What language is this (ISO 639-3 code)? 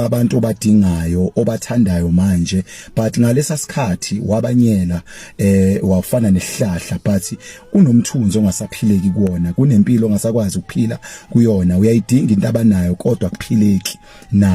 zul